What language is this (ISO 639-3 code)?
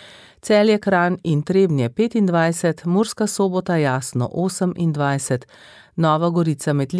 slv